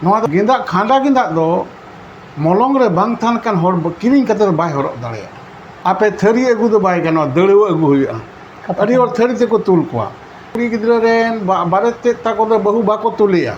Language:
Santali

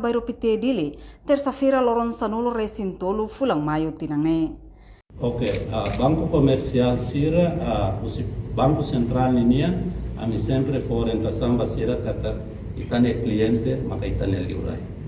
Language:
Tetum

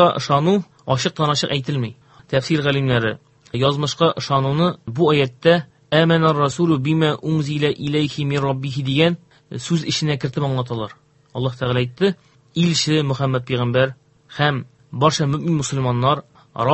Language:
Tatar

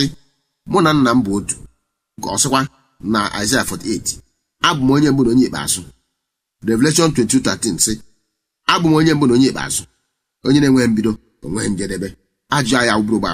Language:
Igbo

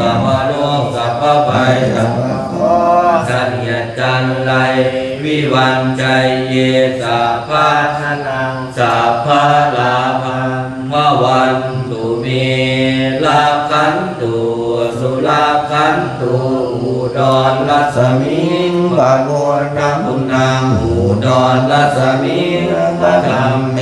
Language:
Pali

